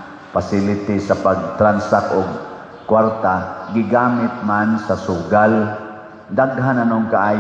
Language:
Cebuano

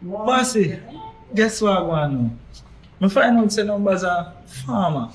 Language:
Jamaican Creole English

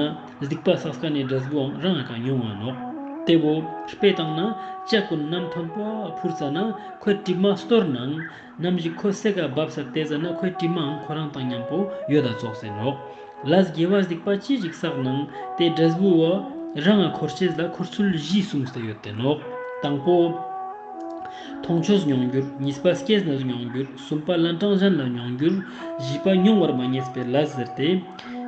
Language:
Ladakhi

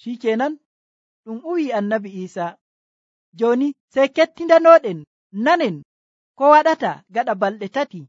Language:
Nigerian Fulfulde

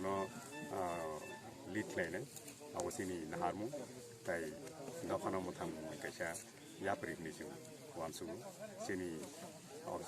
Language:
Kok Borok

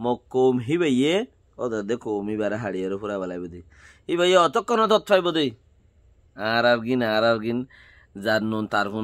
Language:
Rohingya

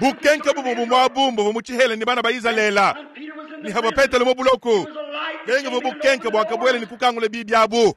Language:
Luba-Lulua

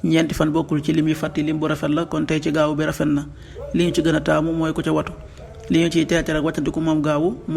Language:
Wolof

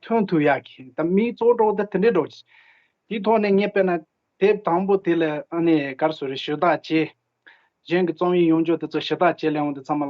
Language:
Tibetan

